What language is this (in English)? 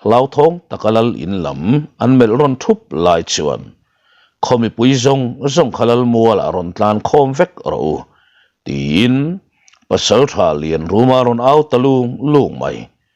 Mizo